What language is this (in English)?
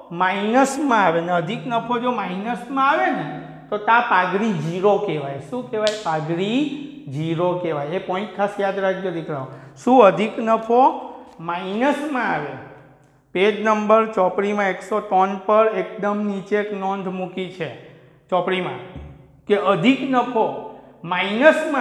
Gujarati